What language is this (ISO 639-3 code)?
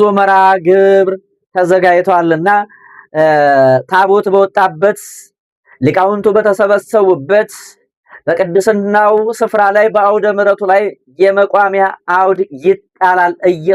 amh